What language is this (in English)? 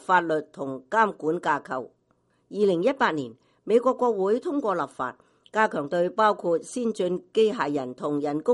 Cantonese